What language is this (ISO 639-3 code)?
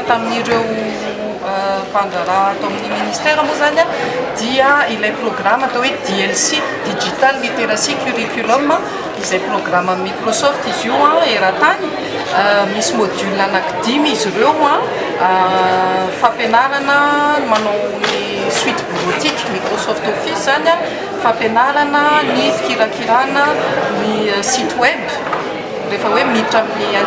mlg